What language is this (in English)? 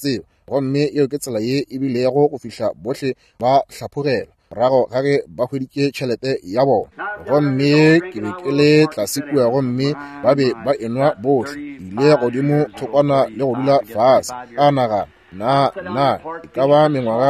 Northern Sotho